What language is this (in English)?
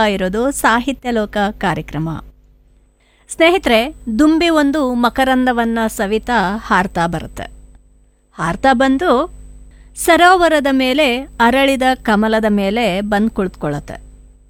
Kannada